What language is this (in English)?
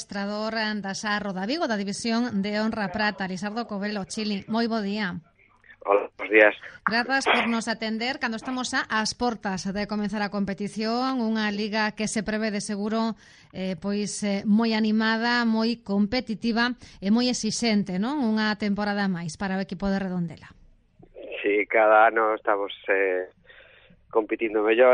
Galician